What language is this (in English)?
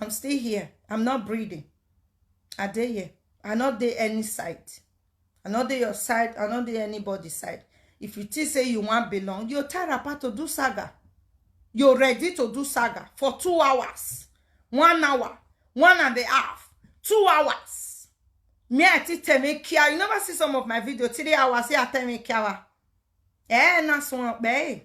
Nigerian Pidgin